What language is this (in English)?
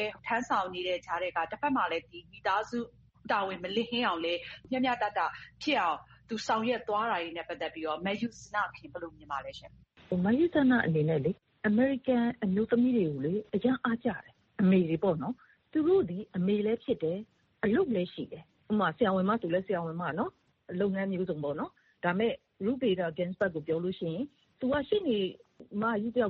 Burmese